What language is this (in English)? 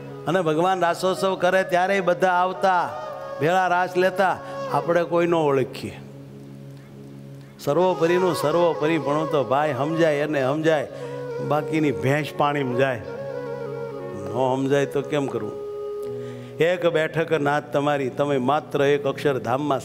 Gujarati